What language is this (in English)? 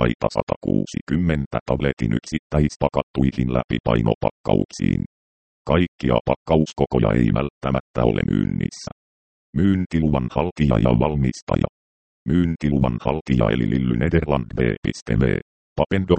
Finnish